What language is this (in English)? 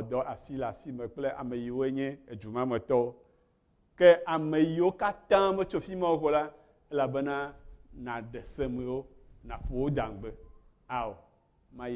Ewe